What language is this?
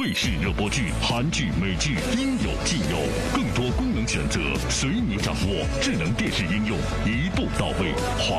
Chinese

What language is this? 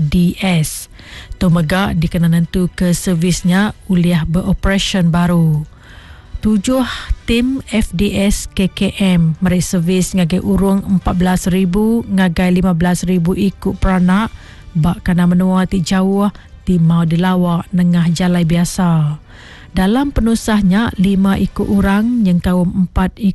Iban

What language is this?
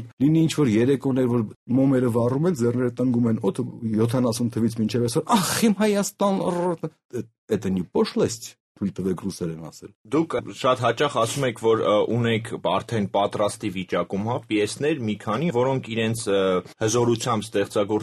Armenian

